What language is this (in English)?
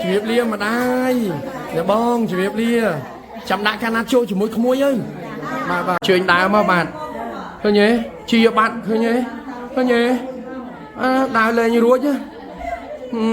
Khmer